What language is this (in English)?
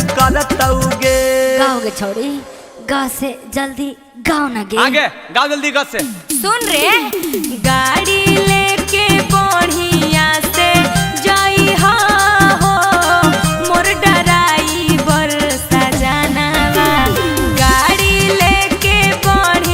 Magahi